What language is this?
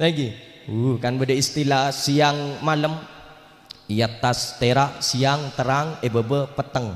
Madurese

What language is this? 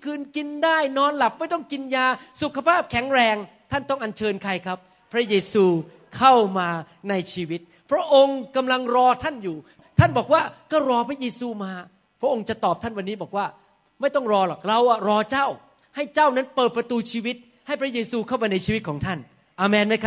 Thai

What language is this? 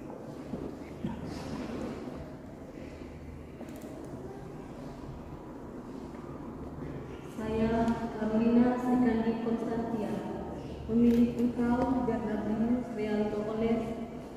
Indonesian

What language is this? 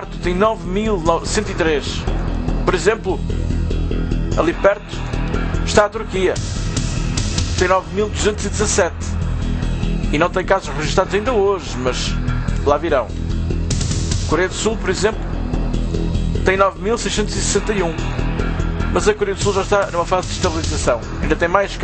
Portuguese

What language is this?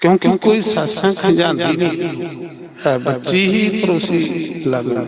Dogri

